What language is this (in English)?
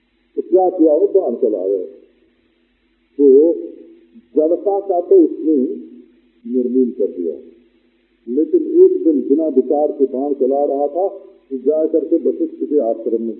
Hindi